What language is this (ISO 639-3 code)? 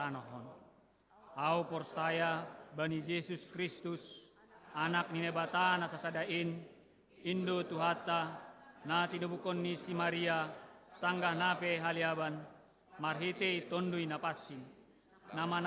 bts